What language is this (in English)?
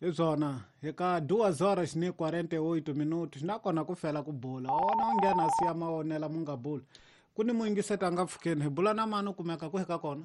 Tsonga